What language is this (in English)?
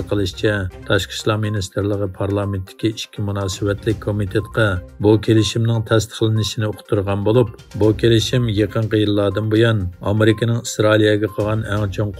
Uyghur